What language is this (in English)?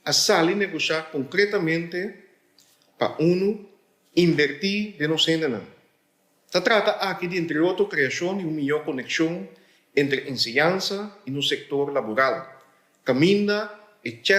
Papiamento